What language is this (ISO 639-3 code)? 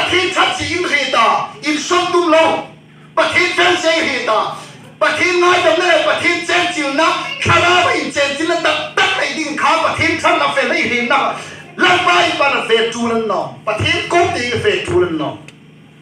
hmr